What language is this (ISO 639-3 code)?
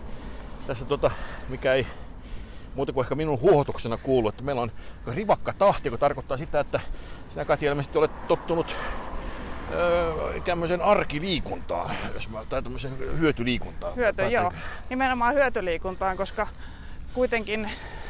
fin